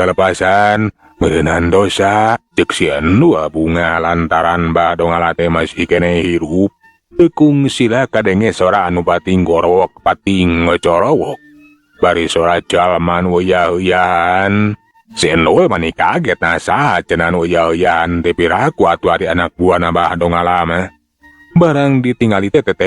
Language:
Sundanese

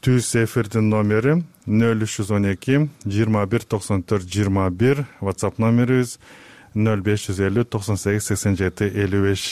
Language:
Kyrgyz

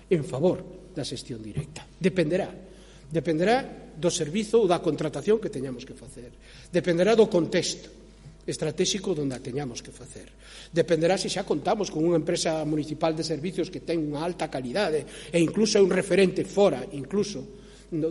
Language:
Galician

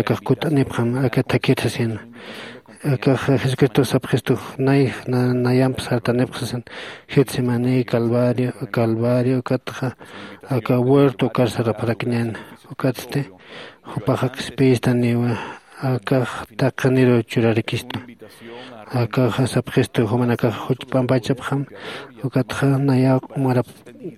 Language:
Aymara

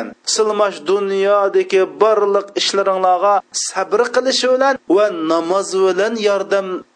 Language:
Uyghur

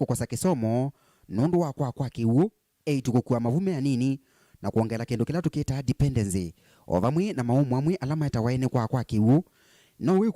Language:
Kamba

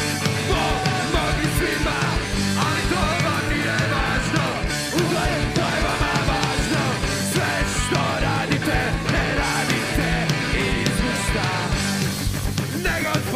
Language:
Croatian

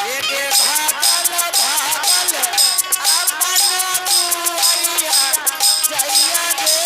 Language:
Angika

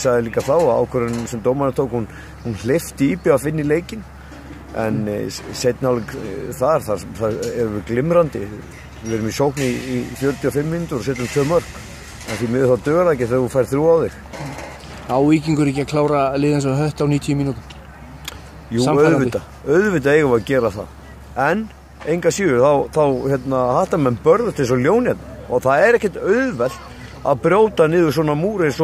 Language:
Icelandic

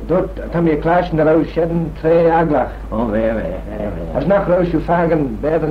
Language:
Manx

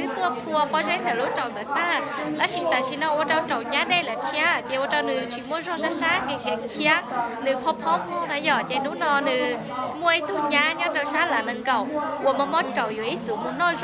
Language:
Hmong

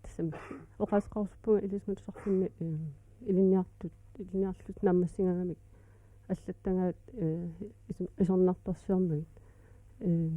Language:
Kalaallisut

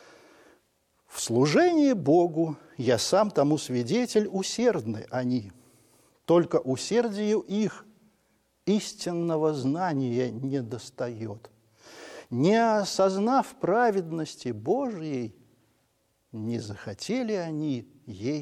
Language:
Russian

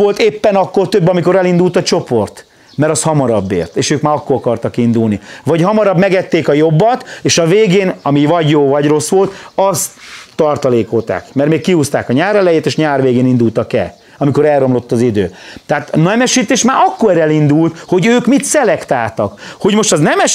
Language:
Hungarian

